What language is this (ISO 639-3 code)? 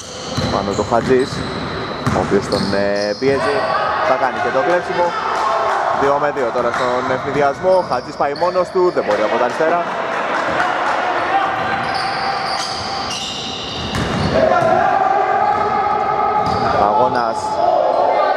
ell